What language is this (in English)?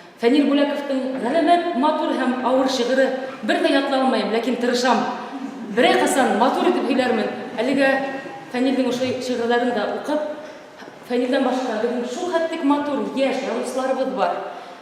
Bashkir